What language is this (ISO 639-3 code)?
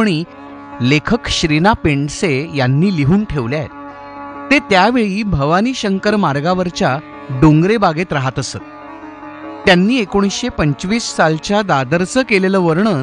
mar